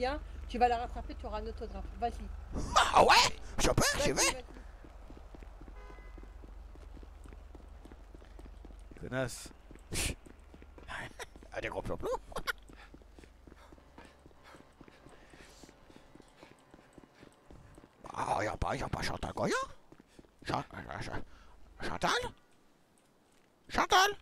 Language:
French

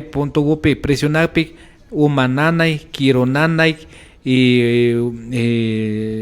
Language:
Imbabura Highland Quichua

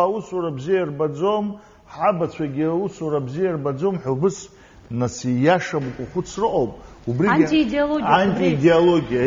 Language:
Abkhazian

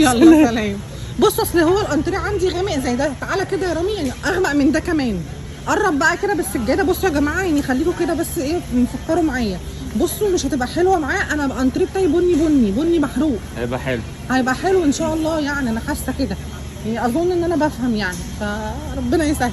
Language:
Egyptian Arabic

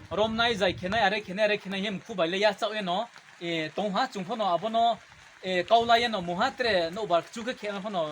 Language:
Riang (India)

